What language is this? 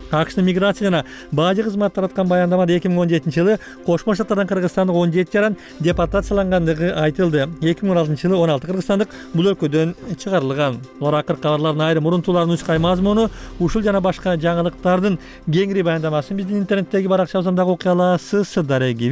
Kyrgyz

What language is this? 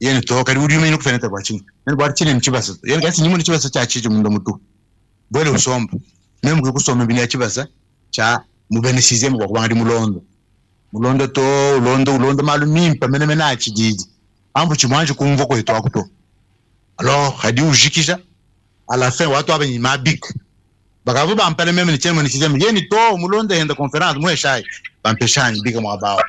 Luba-Lulua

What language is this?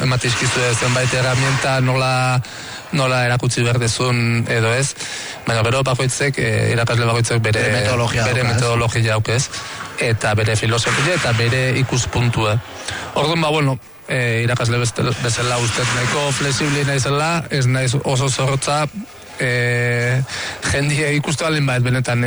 Basque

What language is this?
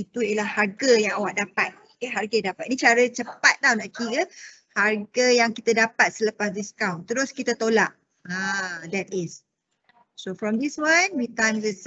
Malay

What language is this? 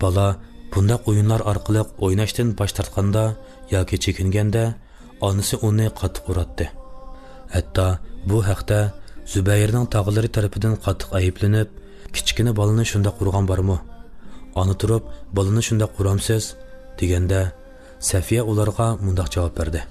Uyghur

